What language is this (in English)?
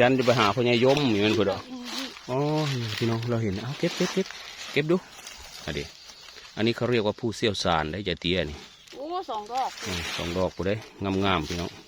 Northeastern Thai